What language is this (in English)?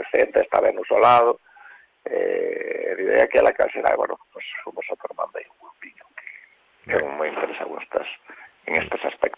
Galician